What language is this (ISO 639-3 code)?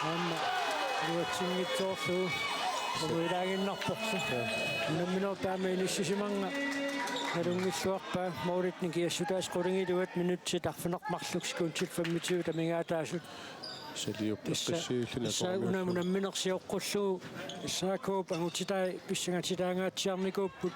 kal